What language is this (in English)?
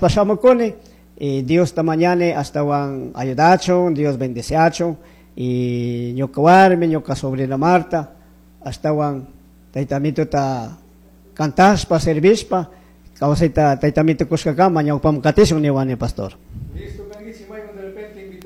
Chimborazo Highland Quichua